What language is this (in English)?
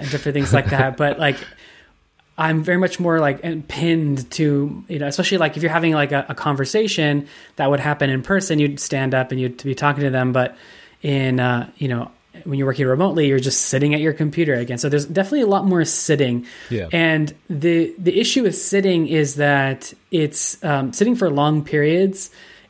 English